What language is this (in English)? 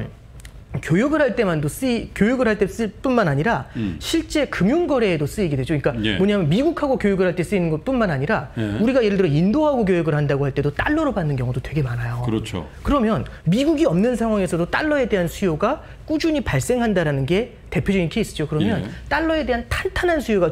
Korean